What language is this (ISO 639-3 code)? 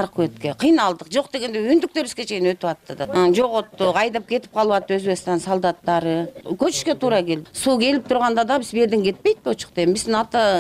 kir